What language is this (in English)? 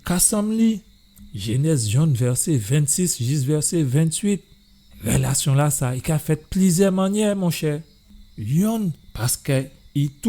Guadeloupean Creole French